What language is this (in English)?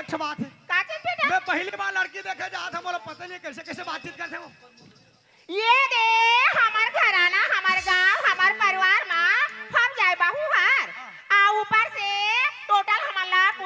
Chhattisgarhi